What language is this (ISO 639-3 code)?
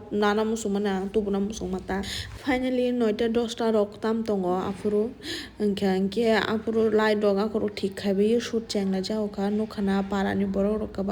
trp